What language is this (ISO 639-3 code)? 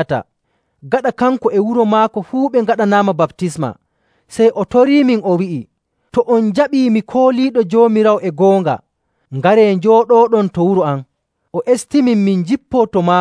fuv